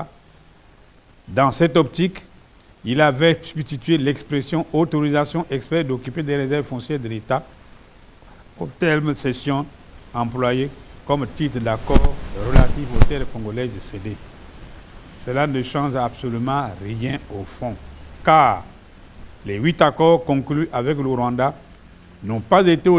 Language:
French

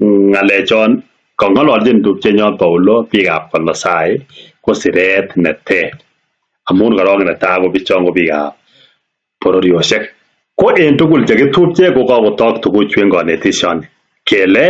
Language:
Kalenjin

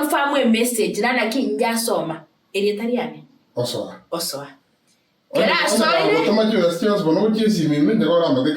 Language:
Gusii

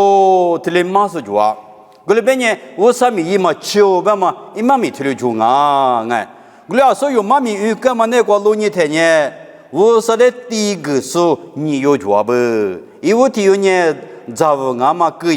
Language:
Lisu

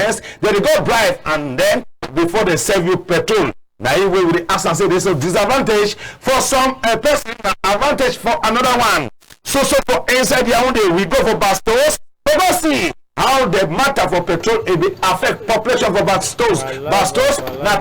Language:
Cameroon Pidgin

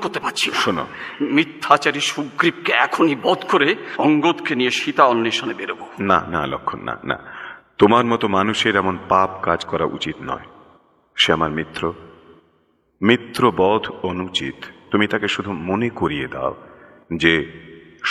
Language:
Bangla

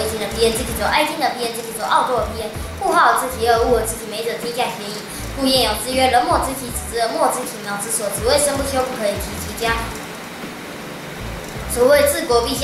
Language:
Literary Chinese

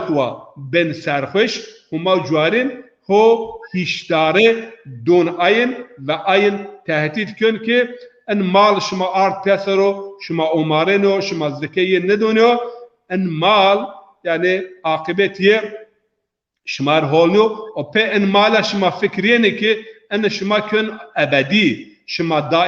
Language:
Zaza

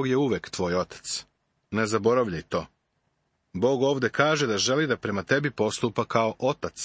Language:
Serbian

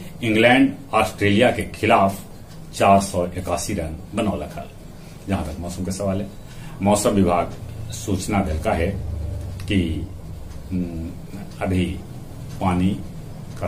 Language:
Magahi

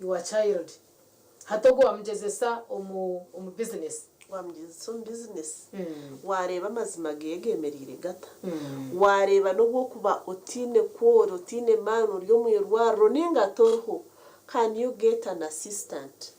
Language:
Nyankole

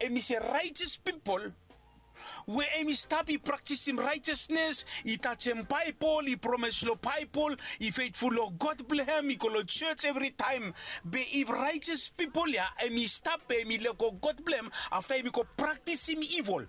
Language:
Bislama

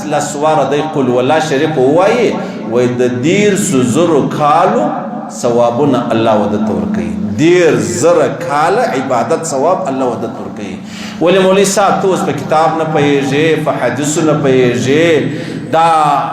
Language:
Pashto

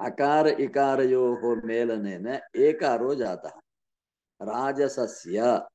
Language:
Sanskrit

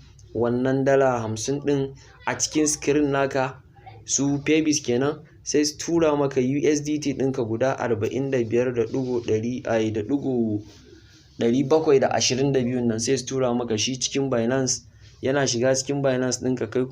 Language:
Hausa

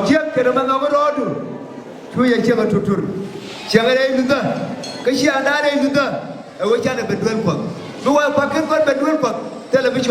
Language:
Nuer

